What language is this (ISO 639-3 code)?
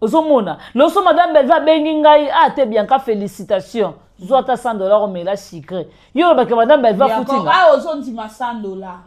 lin